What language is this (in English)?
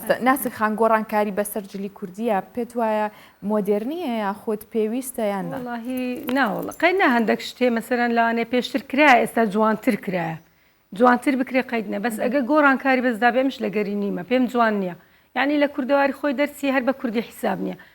Central Kurdish